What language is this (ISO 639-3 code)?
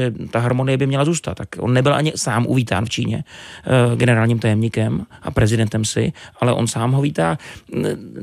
ces